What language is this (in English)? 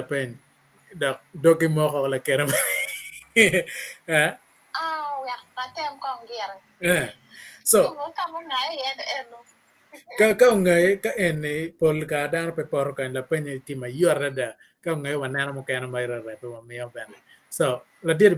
Acoli